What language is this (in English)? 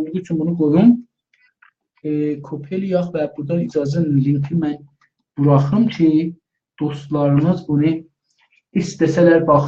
South Azerbaijani